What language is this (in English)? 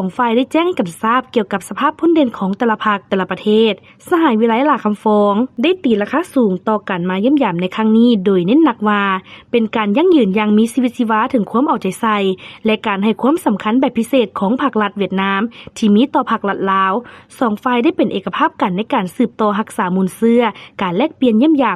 Lao